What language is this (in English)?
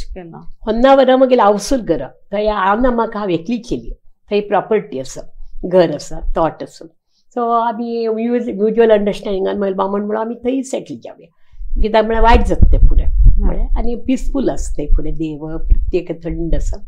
Konkani